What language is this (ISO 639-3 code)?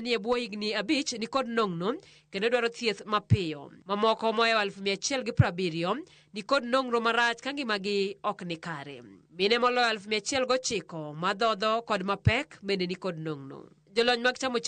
luo